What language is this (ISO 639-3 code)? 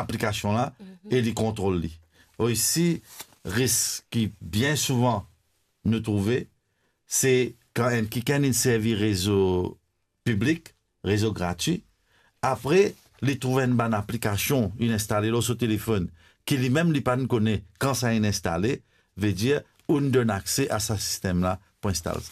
mfe